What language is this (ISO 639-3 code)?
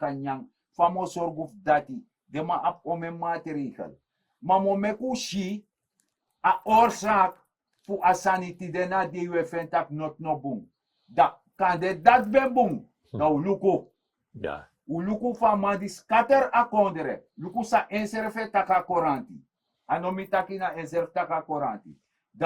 srn